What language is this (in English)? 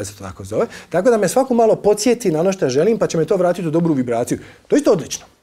Croatian